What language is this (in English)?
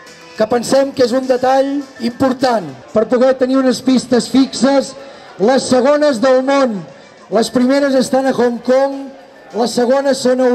Catalan